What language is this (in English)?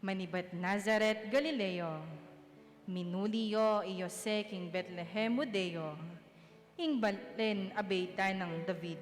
Pampanga